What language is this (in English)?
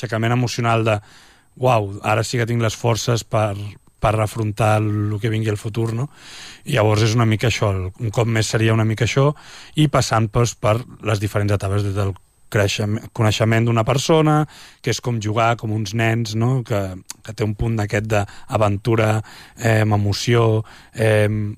Catalan